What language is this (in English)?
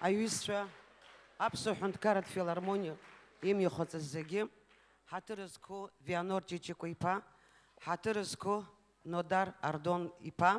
Abkhazian